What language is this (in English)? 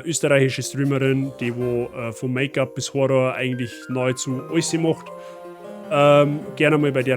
Bavarian